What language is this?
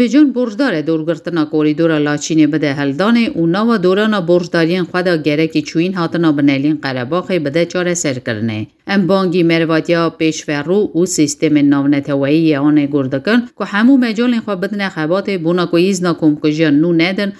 Kurdish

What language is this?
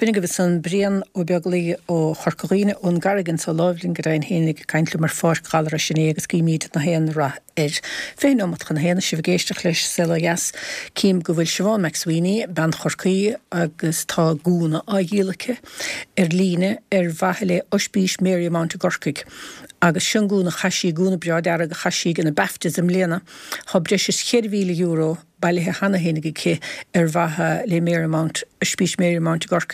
Irish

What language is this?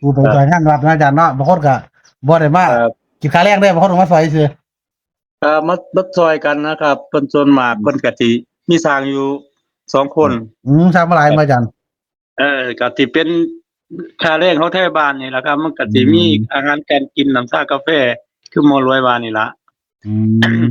Northeastern Thai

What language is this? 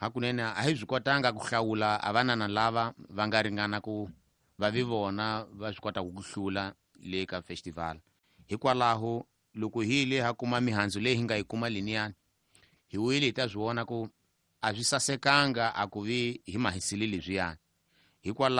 Tsonga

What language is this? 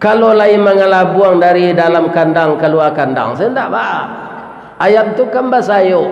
Minangkabau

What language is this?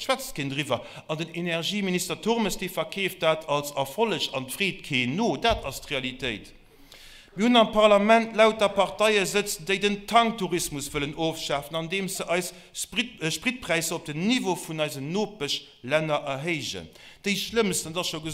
Luxembourgish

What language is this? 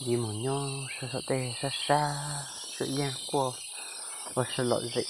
Hmong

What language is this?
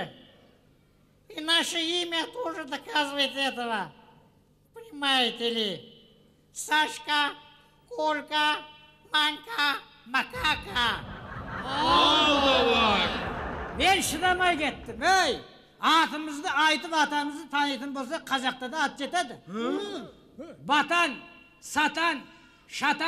Kazakh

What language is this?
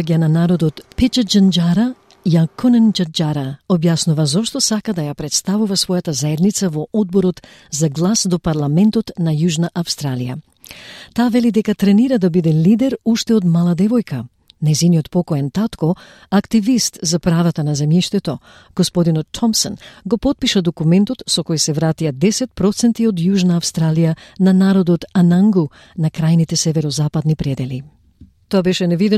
Macedonian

